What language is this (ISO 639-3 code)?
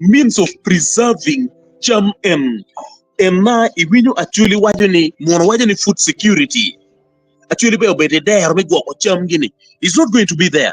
ach